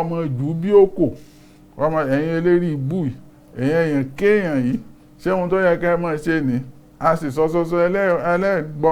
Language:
Yoruba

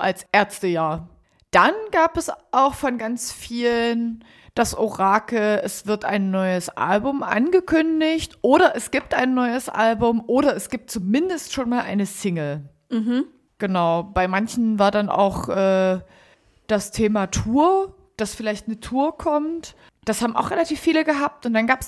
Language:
German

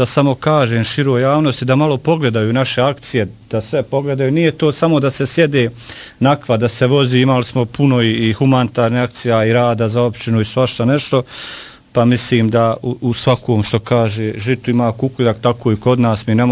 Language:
Bosnian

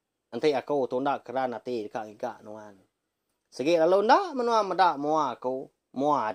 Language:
Iban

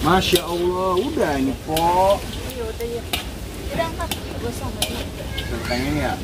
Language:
Betawi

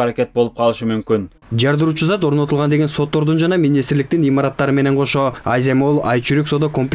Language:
Kyrgyz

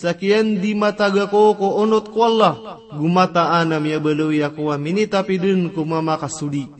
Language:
Maranao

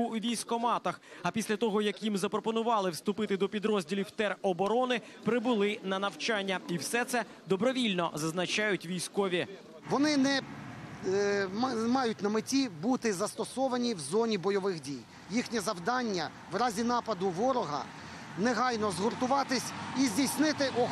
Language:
Ukrainian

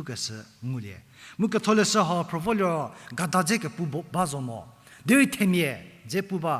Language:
Angami Naga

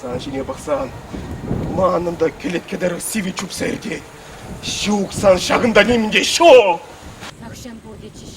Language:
Chuvash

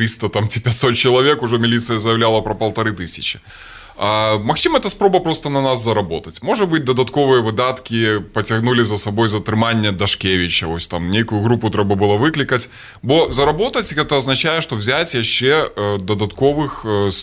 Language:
Belarusian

